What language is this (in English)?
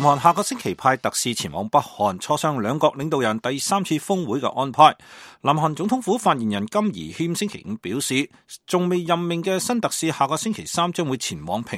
Cantonese